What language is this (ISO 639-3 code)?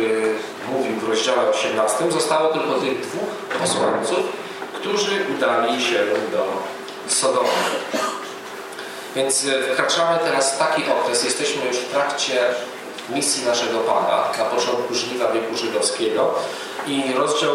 pol